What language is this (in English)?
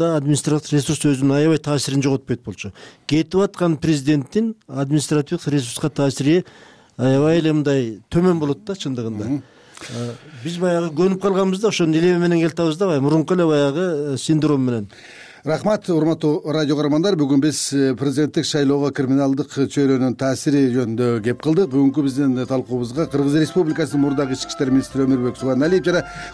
Kyrgyz